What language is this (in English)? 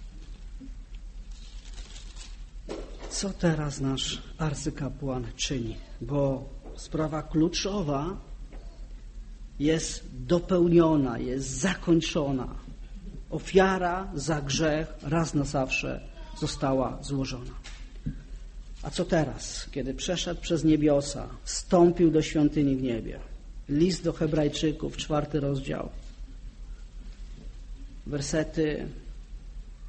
Polish